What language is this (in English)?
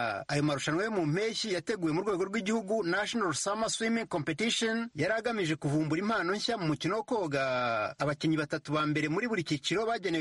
Kinyarwanda